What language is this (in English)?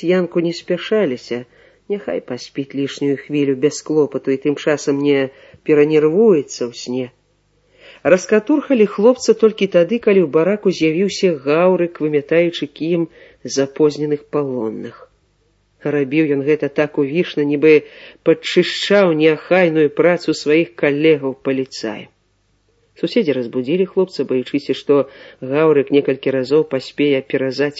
Belarusian